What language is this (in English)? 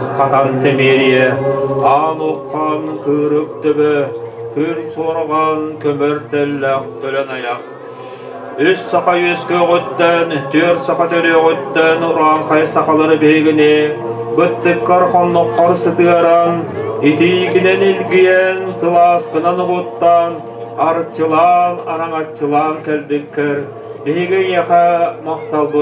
Yakut